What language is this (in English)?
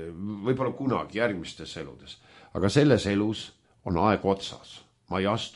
Estonian